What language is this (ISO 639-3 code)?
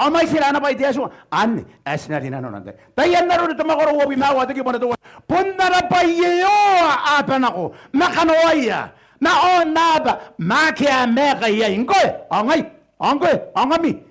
gil